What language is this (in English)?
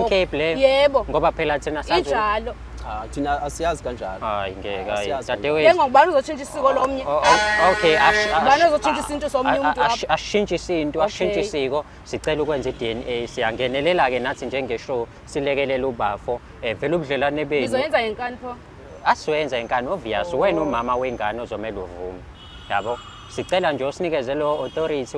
Zulu